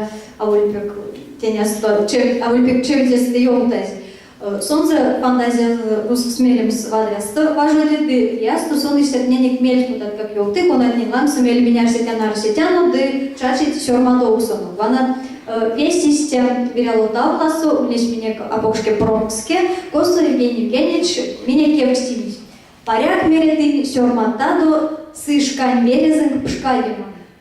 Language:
Erzya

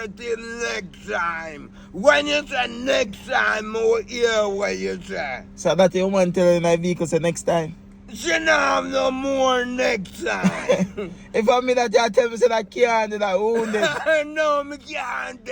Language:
Jamaican Creole English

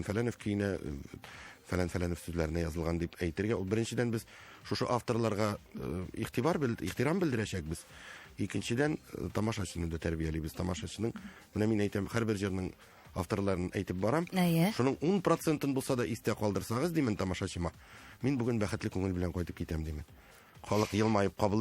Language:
Tatar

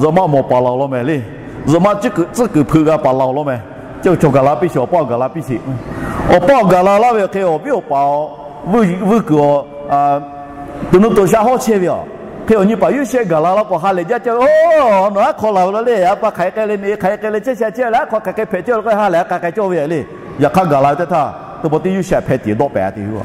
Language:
Lahu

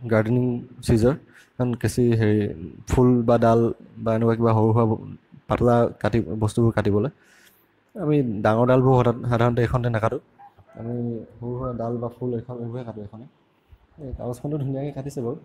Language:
Assamese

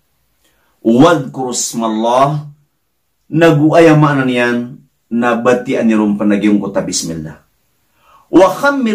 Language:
Maranao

